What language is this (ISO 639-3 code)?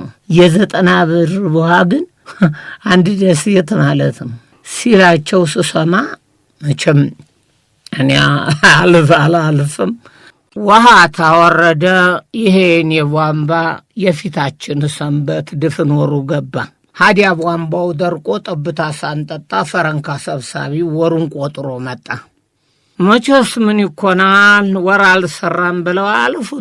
amh